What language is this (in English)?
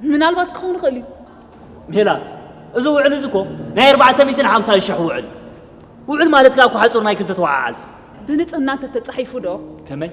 Tigrinya